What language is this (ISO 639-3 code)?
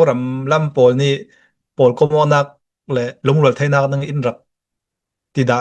cnh